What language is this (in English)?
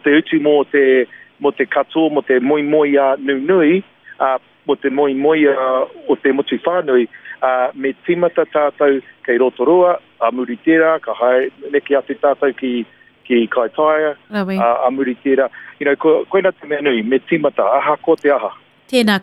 Māori